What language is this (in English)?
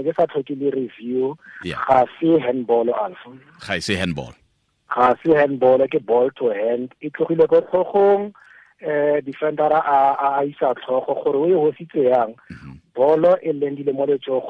Tswana